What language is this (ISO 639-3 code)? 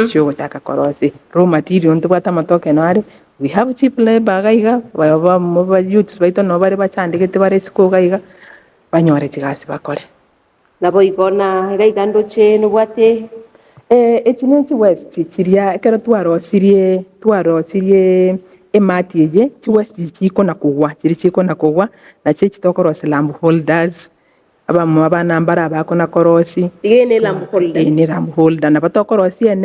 guz